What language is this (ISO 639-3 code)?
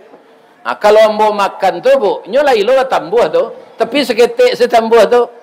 min